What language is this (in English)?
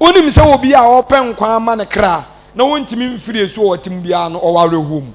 Akan